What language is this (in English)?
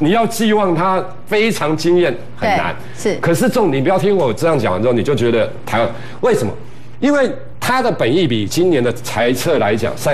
Chinese